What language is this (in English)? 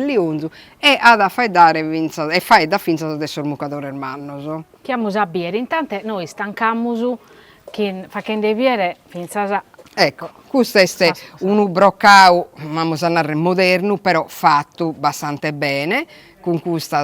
Sardinian